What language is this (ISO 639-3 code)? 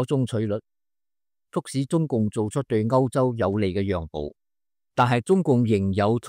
yue